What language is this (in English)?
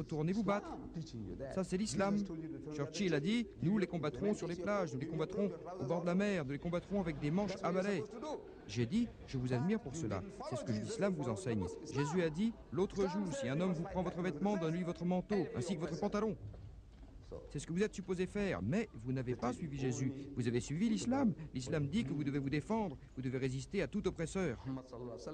French